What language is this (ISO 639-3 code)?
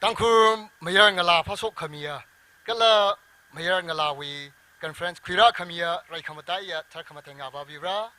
nmf